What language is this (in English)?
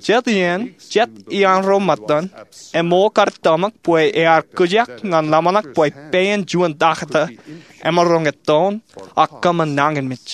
Marshallese